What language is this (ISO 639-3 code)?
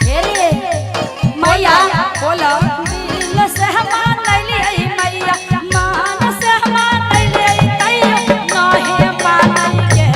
mag